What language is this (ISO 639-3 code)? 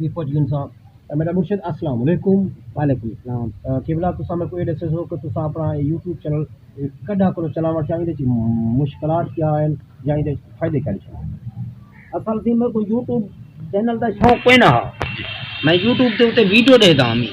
skr